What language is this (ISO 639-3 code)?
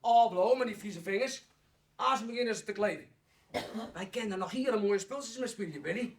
fry